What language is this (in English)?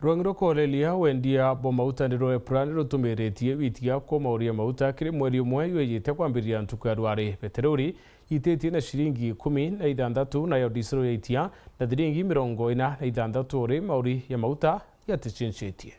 Meru